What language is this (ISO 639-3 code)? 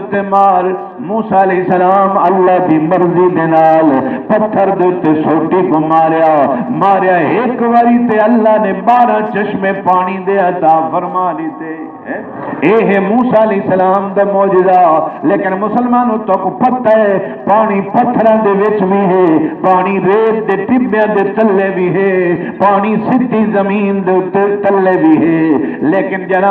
skr